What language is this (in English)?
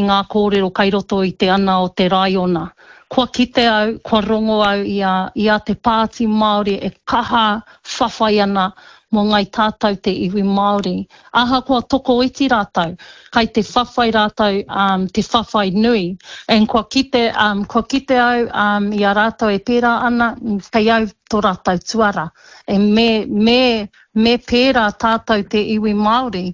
Māori